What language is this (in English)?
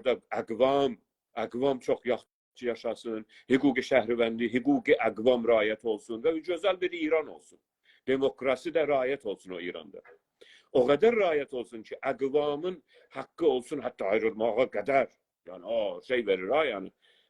South Azerbaijani